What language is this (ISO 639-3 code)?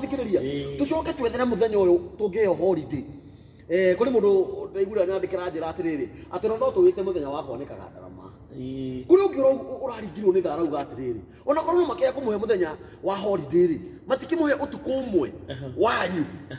kik